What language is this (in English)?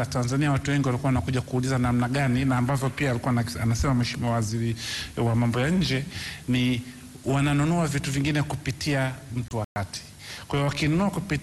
Swahili